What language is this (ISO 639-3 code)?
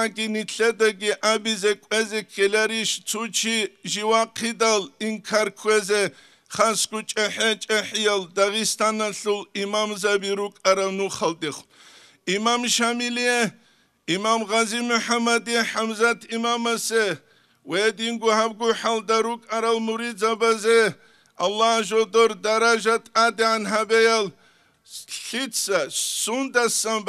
ava